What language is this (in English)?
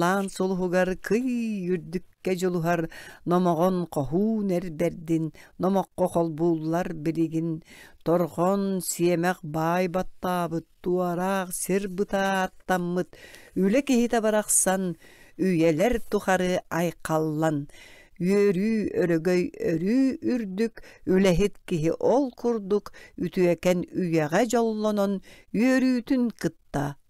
Yakut